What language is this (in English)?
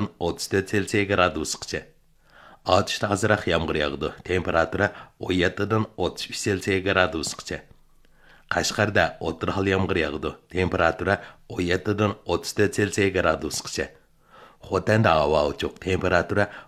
Uyghur